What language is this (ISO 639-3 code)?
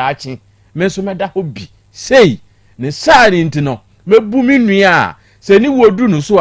aka